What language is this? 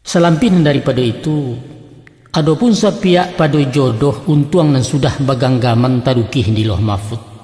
Minangkabau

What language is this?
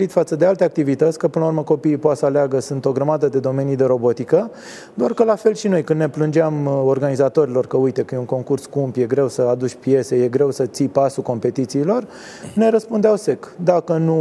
Romanian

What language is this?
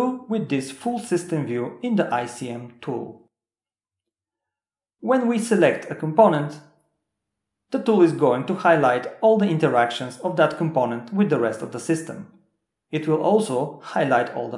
English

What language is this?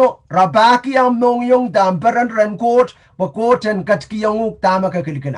Pohnpeian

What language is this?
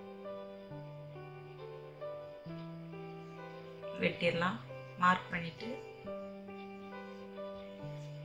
Tamil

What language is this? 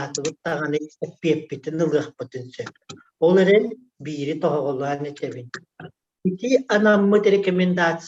Yakut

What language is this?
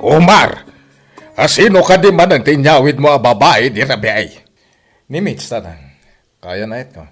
Iloko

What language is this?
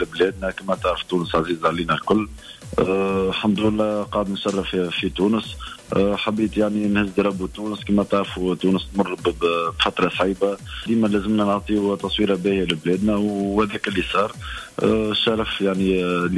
Tunisian Arabic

